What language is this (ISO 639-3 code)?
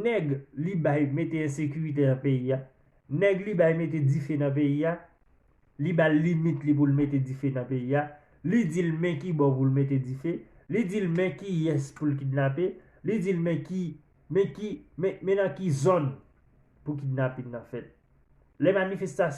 hat